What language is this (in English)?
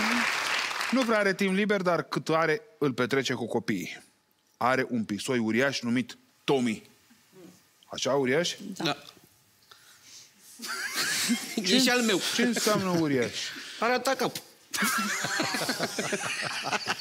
Romanian